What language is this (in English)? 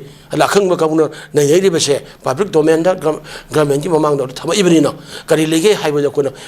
Manipuri